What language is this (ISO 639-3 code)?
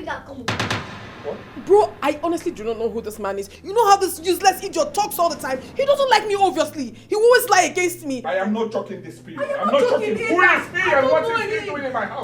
pcm